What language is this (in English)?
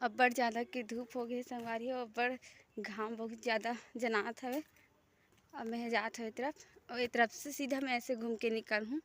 Chhattisgarhi